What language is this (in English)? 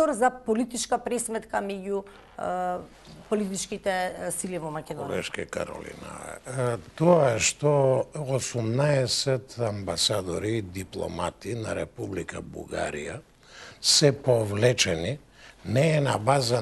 Macedonian